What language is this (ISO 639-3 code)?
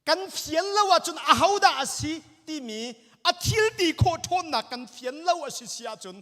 cnh